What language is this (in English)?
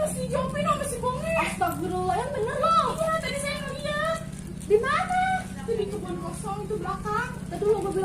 Betawi